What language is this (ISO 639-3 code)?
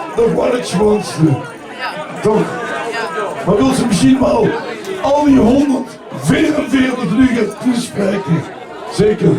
lim